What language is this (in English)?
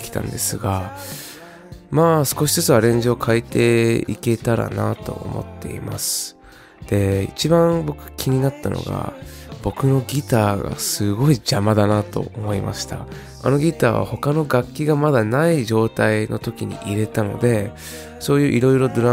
Japanese